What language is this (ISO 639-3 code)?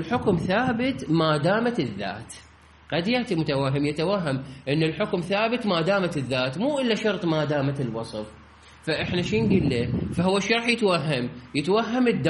acm